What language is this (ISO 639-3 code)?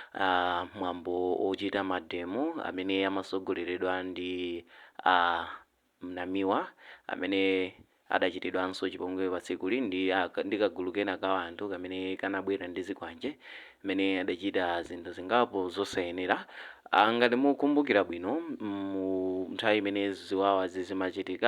nya